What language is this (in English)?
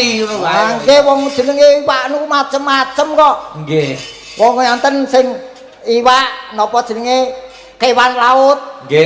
Javanese